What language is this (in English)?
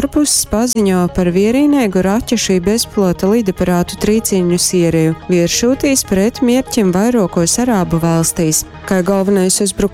Latgalian